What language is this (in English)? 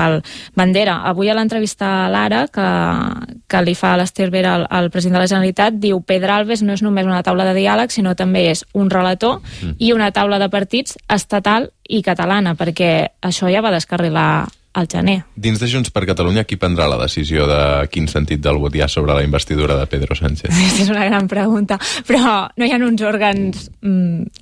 Catalan